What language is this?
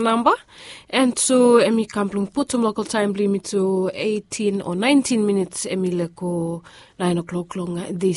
Bislama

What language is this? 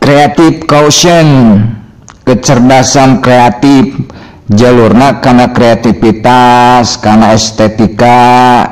Sundanese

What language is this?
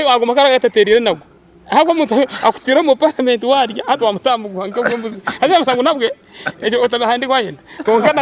Nyankole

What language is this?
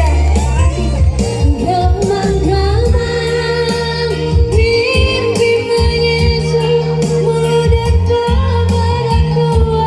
Minangkabau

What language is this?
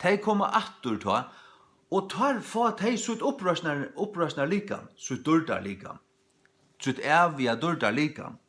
Faroese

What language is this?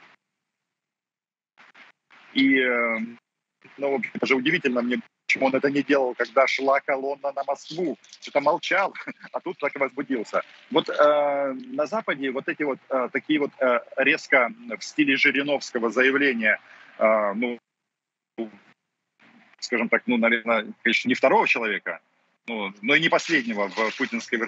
Russian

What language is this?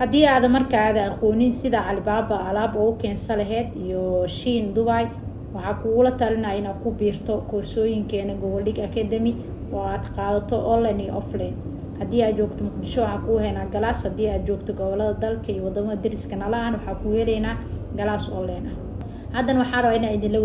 Somali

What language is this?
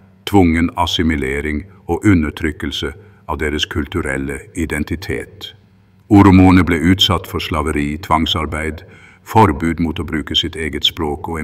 Norwegian Bokmål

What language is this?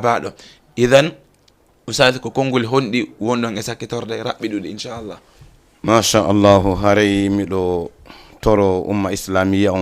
Fula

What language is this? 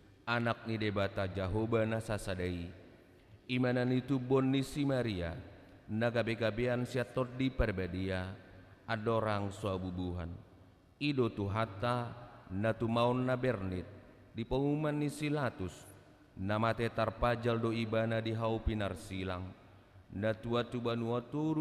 Batak Toba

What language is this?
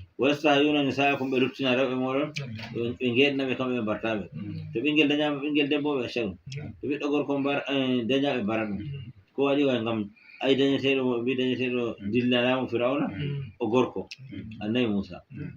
Fula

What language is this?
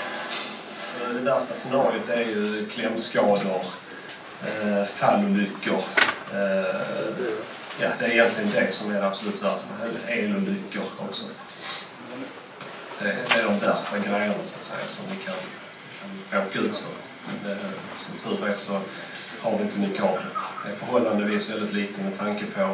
Swedish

